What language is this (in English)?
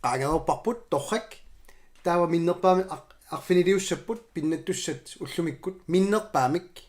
Kalaallisut